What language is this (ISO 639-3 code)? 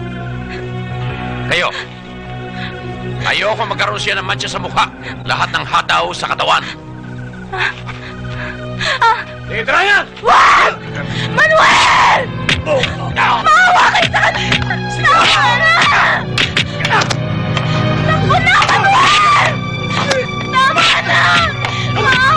fil